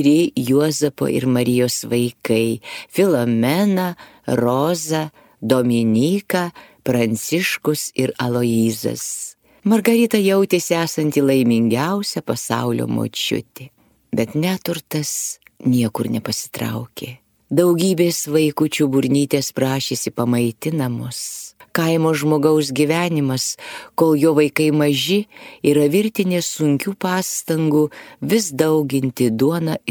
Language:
Lithuanian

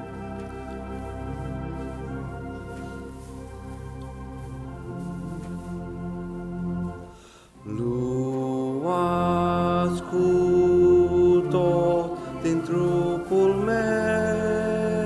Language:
Romanian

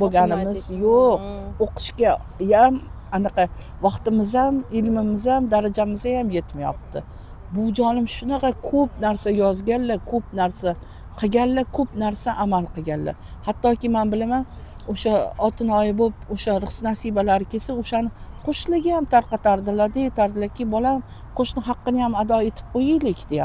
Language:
Uzbek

